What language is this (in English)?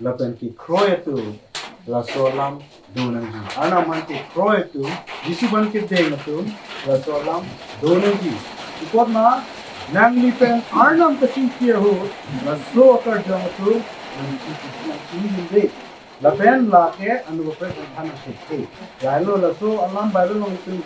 Karbi